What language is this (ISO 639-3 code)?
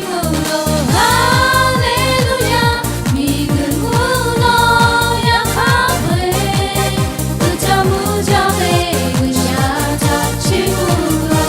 lhu